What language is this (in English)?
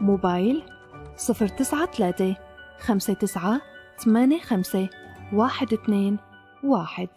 North Levantine Arabic